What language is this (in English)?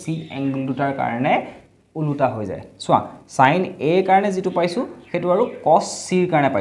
Assamese